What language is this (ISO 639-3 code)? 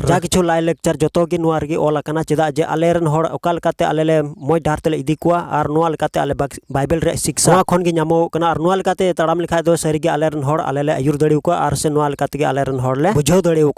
sat